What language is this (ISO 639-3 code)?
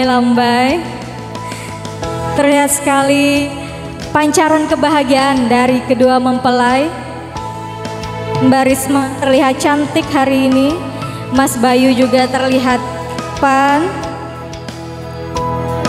ind